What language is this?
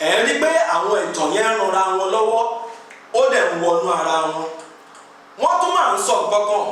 Yoruba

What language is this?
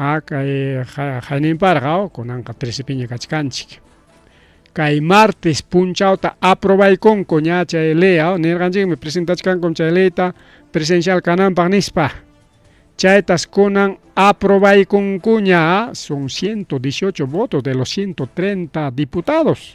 Ayacucho Quechua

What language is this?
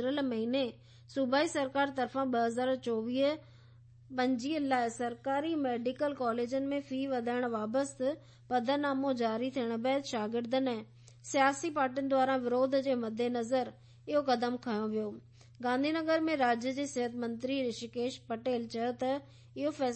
Sindhi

